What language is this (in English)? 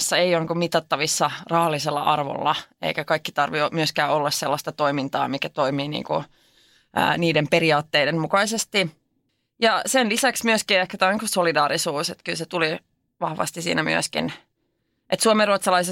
Finnish